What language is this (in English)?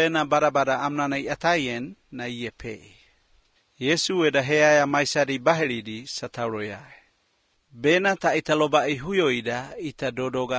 Basque